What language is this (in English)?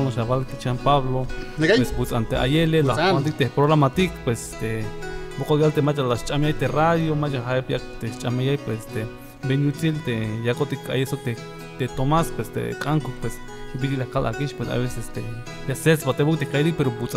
Tzeltal